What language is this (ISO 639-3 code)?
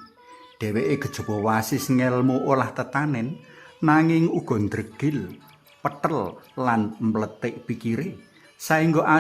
jav